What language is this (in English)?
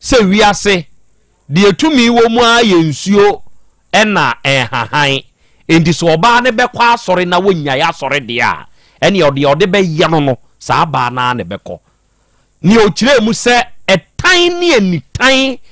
Akan